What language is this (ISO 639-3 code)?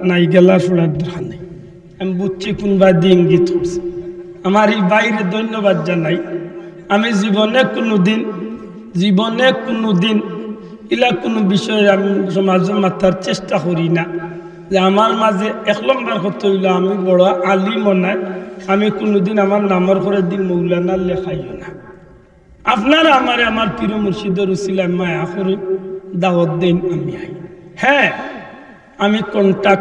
syl